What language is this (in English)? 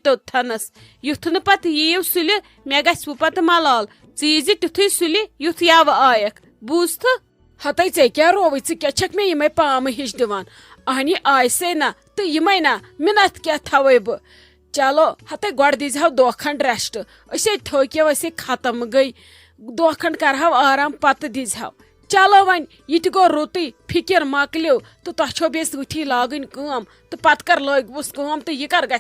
Kashmiri